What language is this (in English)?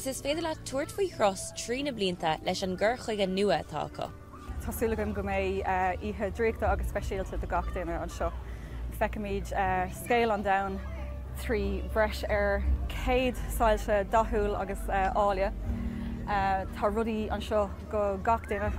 Irish